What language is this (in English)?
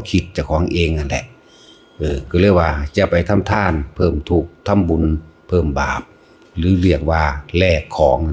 Northeastern Thai